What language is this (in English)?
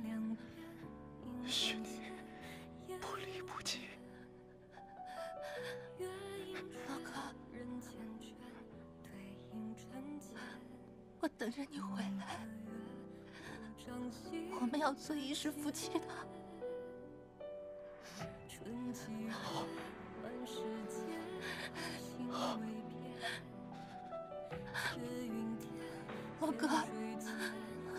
Chinese